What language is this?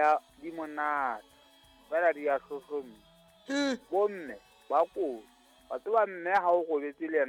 Southern Sotho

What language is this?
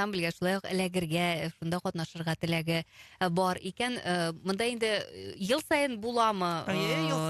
Tatar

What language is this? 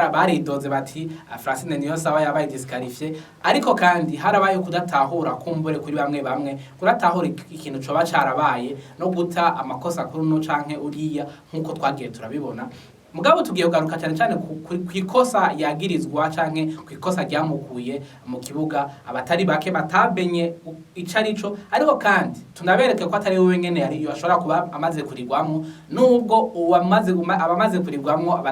Rundi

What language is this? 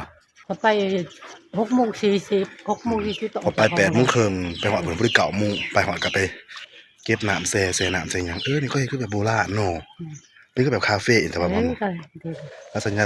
Northeastern Thai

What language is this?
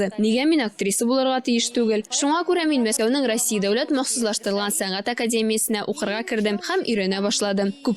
Tatar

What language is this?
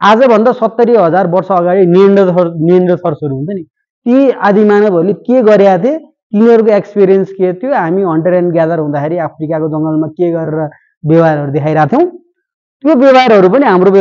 Nepali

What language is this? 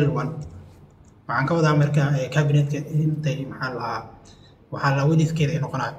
Somali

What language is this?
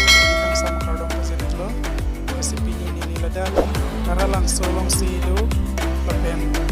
Karbi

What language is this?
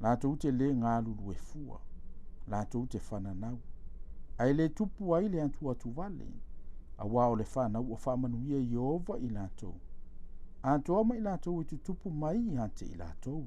Samoan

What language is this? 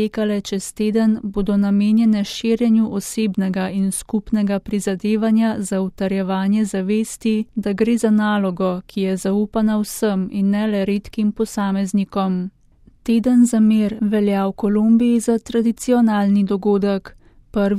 Slovenian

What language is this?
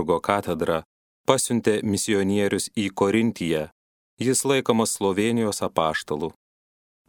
Lithuanian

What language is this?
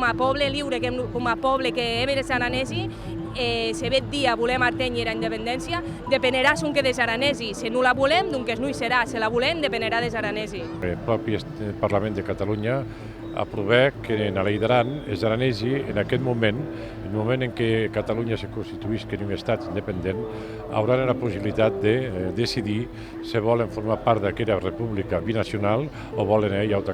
Occitan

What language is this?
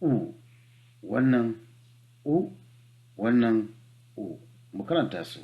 Hausa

